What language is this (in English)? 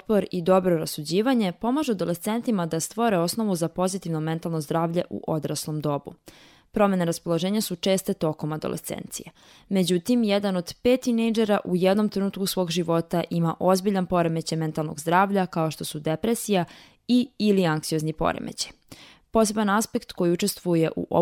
Serbian